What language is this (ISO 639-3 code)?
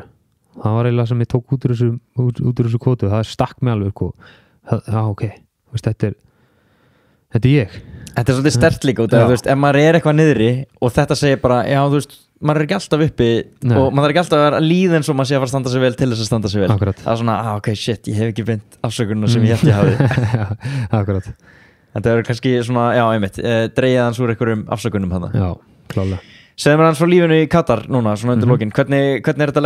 isl